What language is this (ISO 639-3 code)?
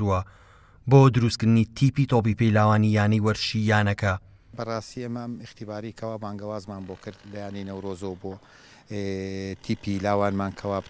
ckb